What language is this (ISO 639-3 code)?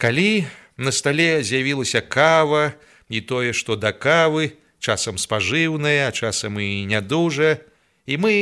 bel